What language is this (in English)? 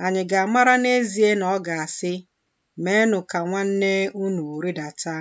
Igbo